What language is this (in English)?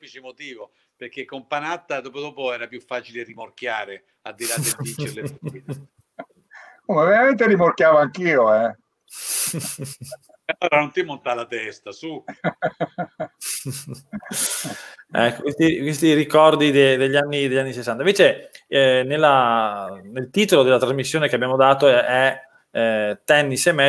Italian